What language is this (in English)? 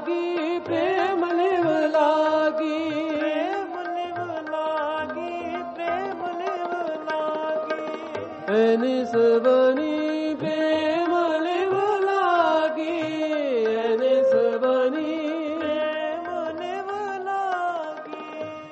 Punjabi